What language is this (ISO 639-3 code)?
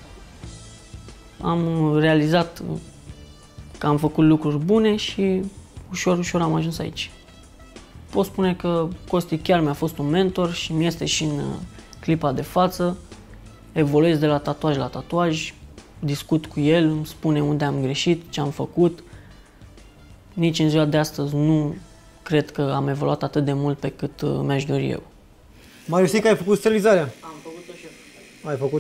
ron